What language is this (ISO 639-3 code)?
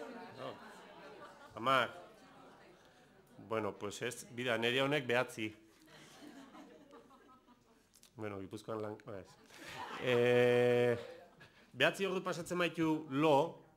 eus